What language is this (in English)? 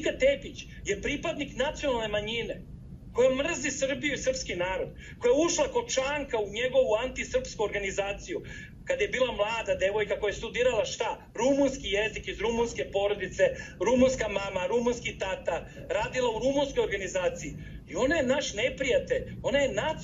Serbian